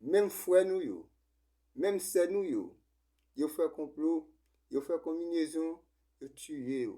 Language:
Haitian Creole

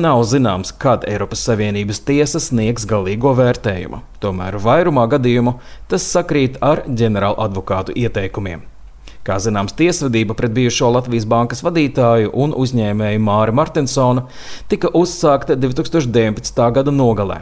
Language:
Latvian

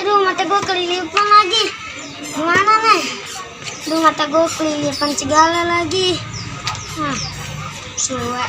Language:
Betawi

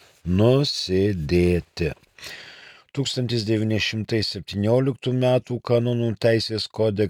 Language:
Lithuanian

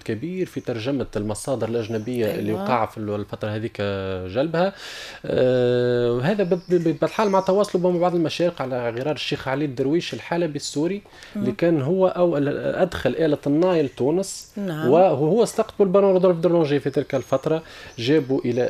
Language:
Tunisian Arabic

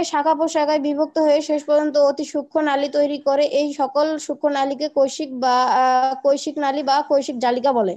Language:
Bangla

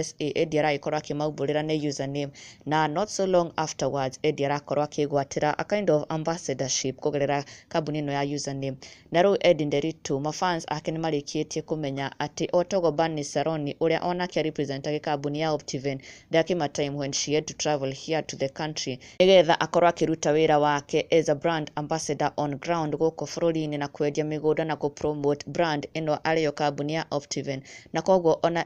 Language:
Kikuyu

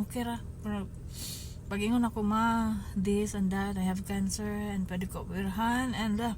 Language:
Cebuano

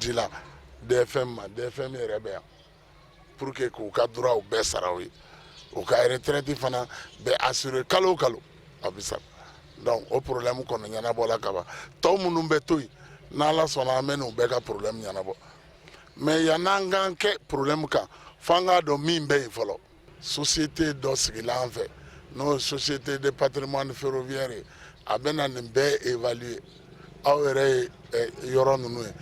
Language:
Bambara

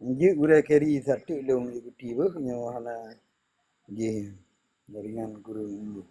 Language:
Achinese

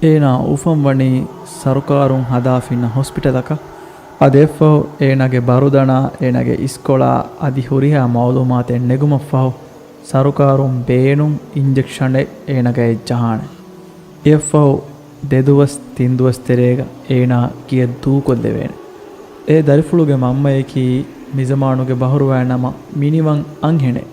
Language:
Divehi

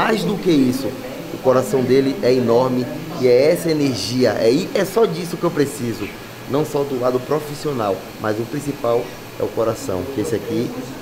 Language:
Portuguese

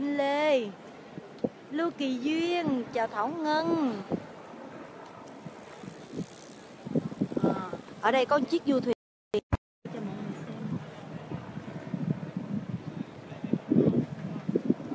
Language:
Vietnamese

